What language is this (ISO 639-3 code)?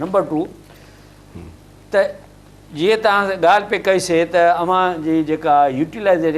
snd